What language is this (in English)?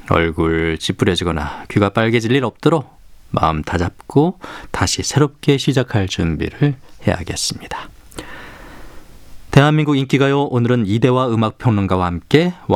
Korean